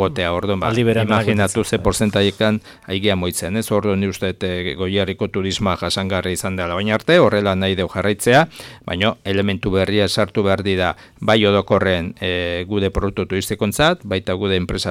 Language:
Basque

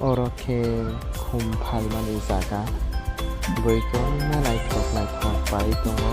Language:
Kok Borok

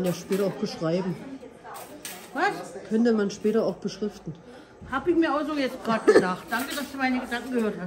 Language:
German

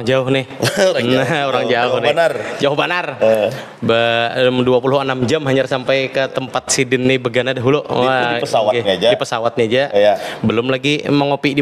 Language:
Banjar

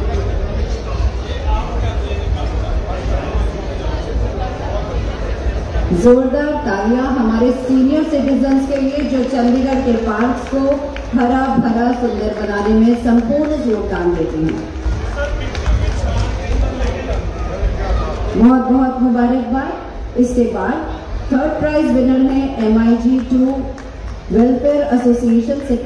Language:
Hindi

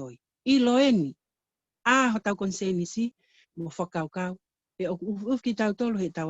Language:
Tongan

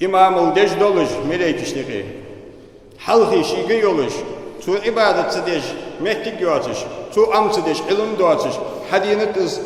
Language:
Ingush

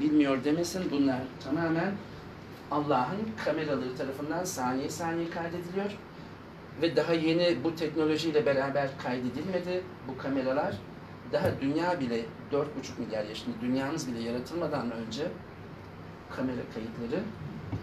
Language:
Turkish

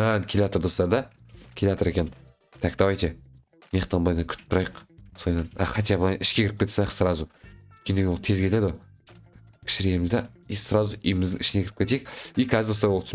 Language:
Kazakh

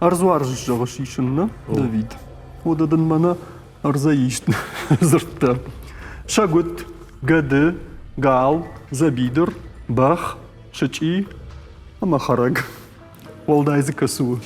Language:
Ossetic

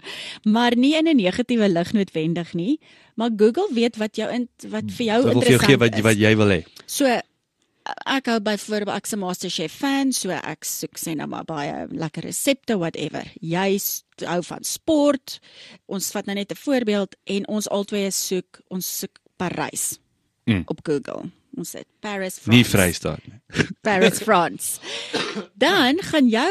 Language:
Afrikaans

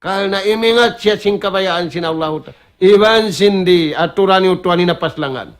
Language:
Tausug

